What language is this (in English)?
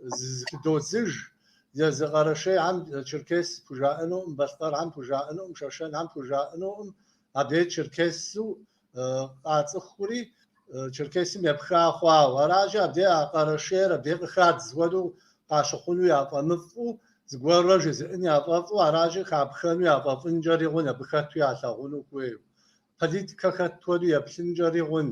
Kabardian